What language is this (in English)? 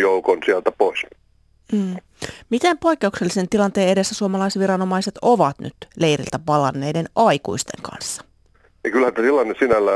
Finnish